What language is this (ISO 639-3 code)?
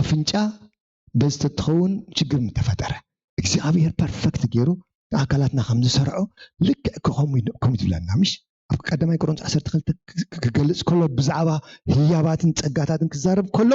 tir